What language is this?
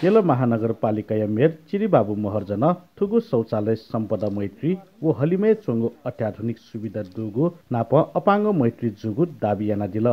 Newari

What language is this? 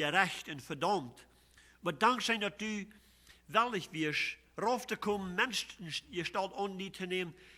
Plautdietsch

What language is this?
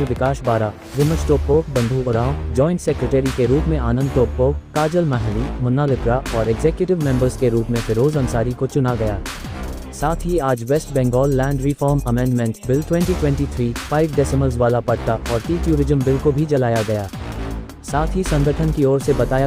Sadri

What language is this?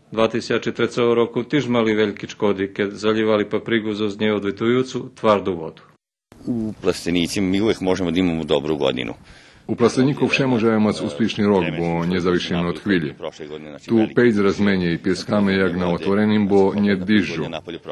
Rusyn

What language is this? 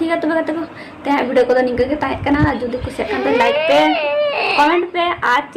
Santali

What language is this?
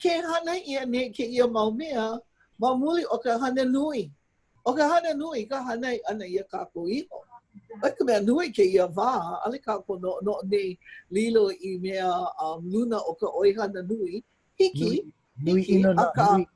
Hawaiian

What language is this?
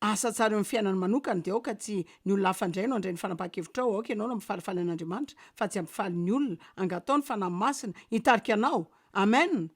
Malagasy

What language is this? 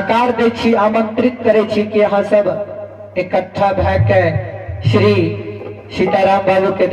Maithili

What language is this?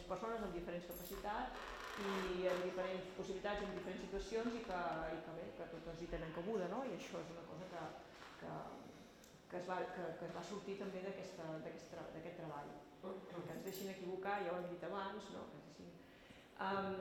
Catalan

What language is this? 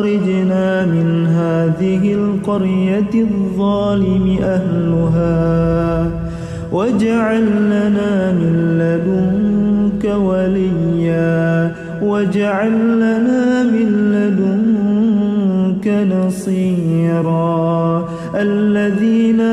Arabic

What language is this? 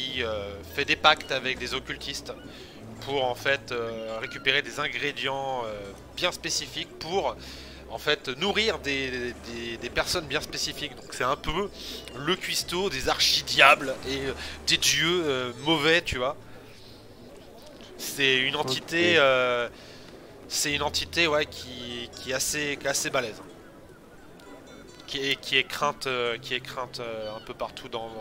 French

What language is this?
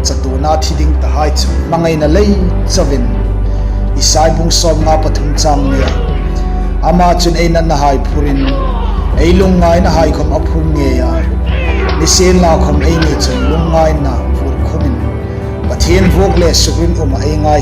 Hmar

